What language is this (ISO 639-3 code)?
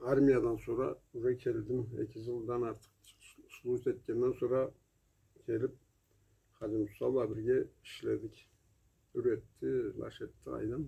krc